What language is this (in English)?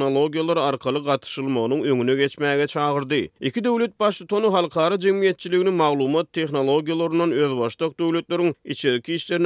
Turkmen